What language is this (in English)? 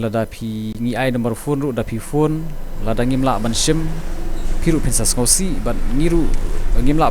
Khasi